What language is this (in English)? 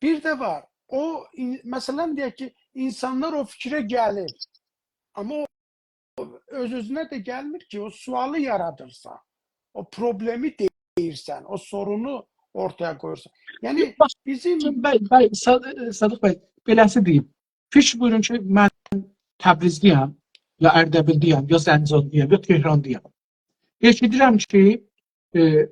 South Azerbaijani